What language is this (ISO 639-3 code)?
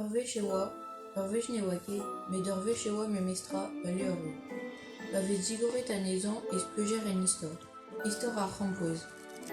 bre